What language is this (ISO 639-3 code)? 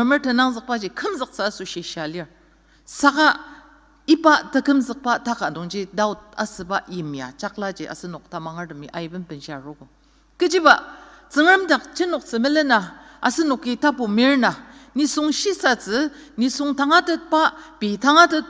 njo